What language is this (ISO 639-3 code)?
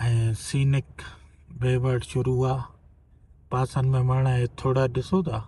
snd